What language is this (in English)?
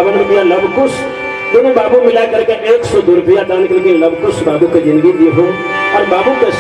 Maithili